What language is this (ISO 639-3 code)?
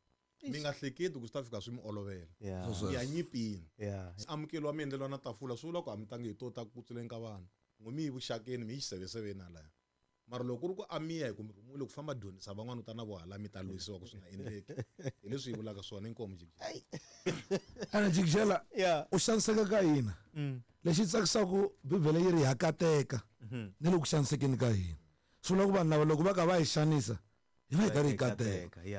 tso